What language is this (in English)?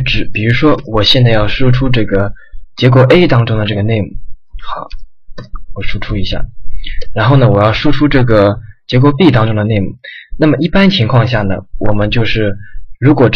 Chinese